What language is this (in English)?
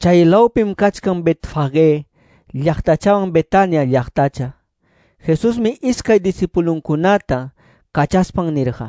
Quechua